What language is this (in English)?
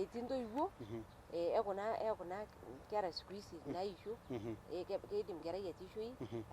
Masai